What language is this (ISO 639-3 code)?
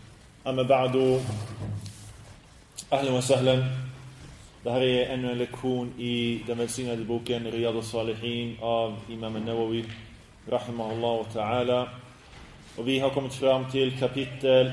swe